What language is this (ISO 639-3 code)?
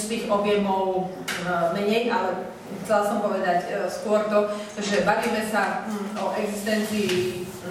slk